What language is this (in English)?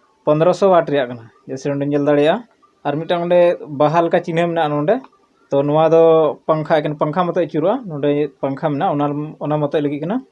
Santali